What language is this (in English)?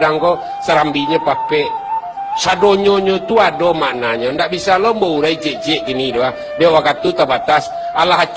Minangkabau